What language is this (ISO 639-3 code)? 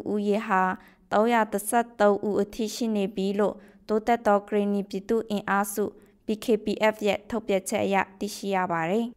mya